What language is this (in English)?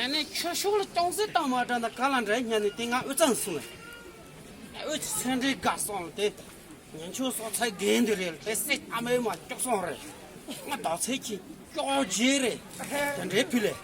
Tibetan